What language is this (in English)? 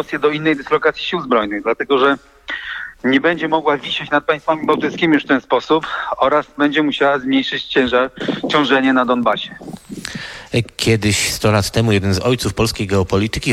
Polish